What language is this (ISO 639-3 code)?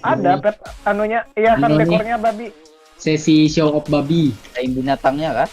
bjn